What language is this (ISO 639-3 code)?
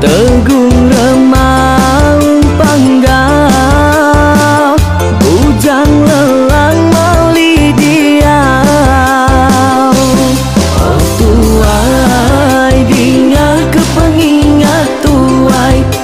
iba